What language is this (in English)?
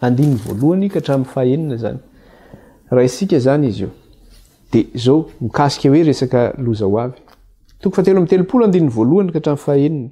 Malagasy